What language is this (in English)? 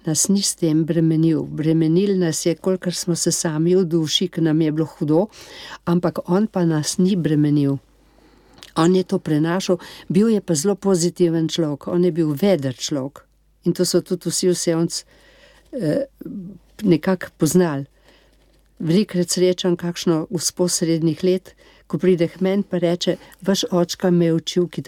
Slovenian